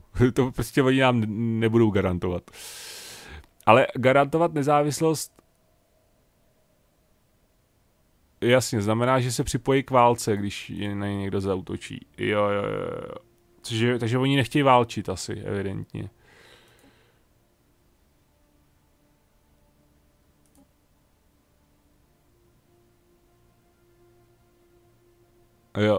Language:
Czech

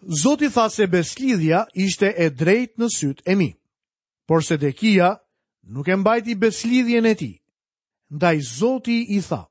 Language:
Albanian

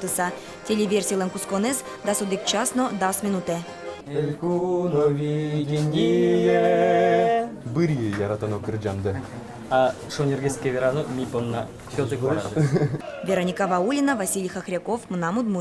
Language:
Udmurt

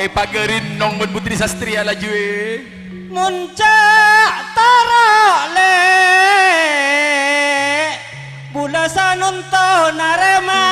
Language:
Madurese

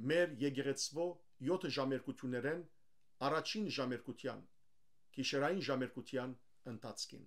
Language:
Western Armenian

